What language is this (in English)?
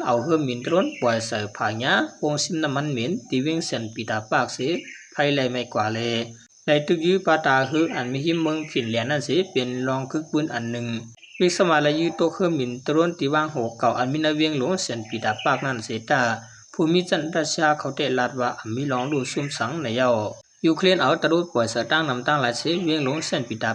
Shan